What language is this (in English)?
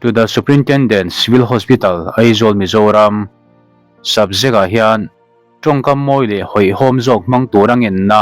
Mizo